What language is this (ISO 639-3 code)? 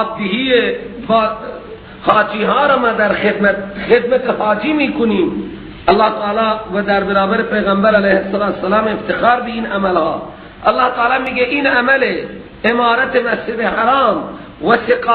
fas